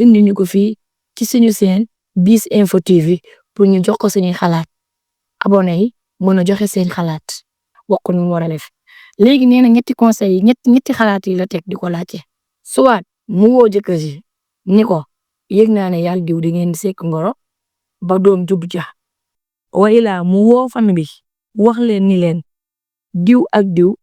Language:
Wolof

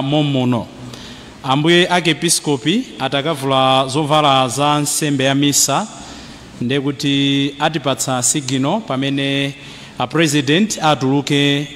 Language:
Nyanja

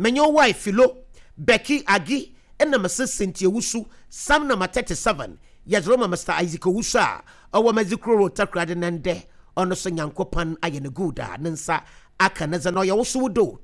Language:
Akan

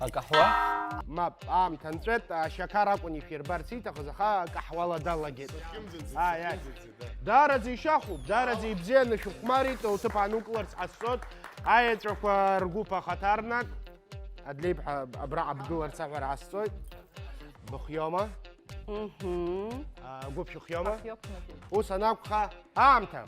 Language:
Abkhazian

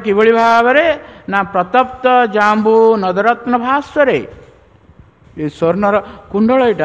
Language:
Odia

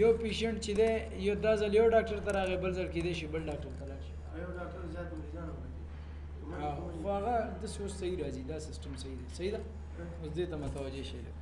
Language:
Pashto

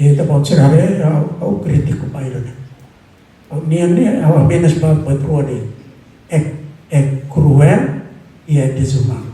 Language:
Tetum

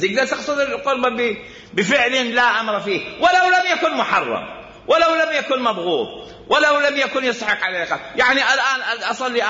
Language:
Mesopotamian Arabic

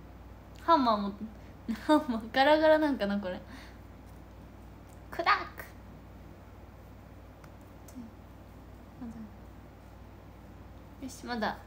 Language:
Japanese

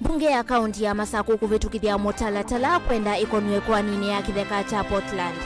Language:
Kamba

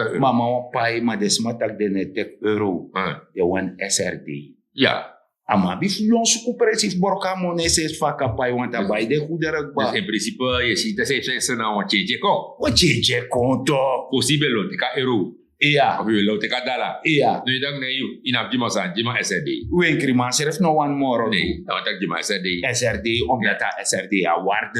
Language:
Sranan Tongo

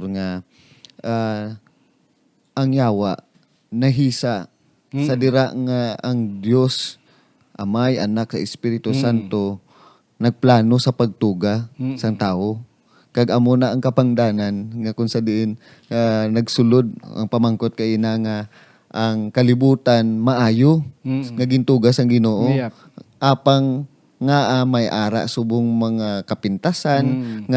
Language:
Hiligaynon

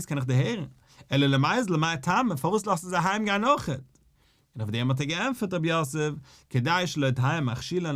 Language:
Yiddish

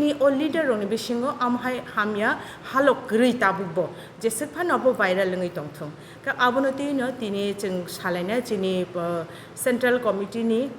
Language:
Kok Borok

